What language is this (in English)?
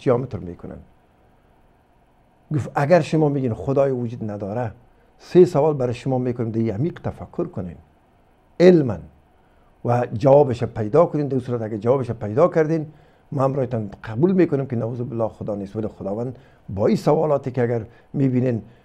Persian